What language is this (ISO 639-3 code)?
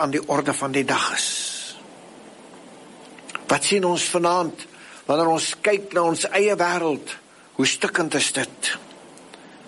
afr